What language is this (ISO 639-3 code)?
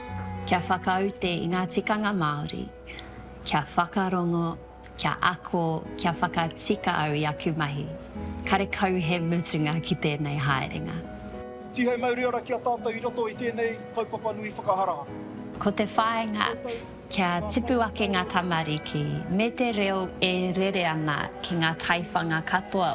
mri